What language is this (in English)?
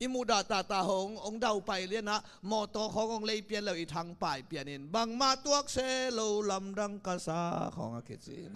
Tedim Chin